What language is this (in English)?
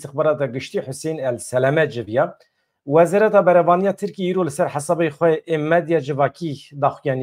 Kurdish